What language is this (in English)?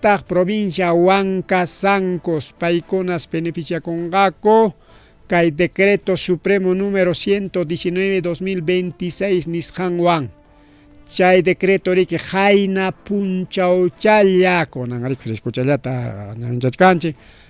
Ayacucho Quechua